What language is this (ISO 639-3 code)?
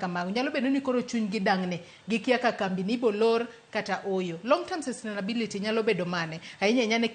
luo